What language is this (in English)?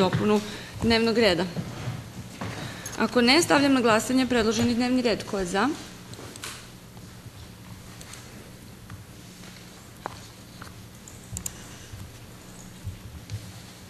Serbian